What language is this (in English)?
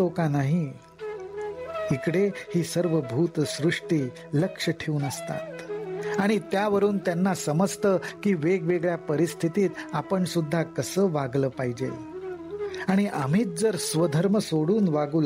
Marathi